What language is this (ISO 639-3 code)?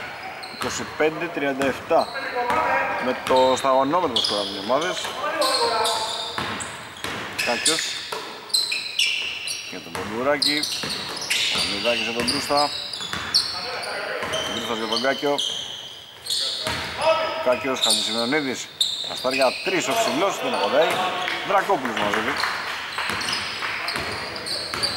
ell